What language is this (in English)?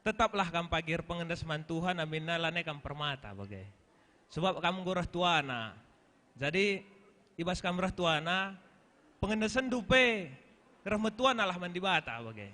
Batak Karo